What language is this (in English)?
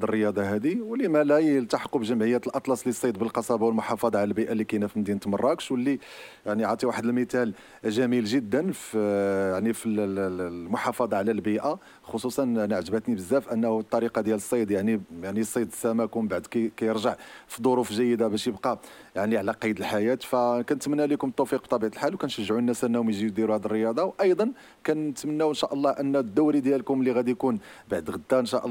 Moroccan Arabic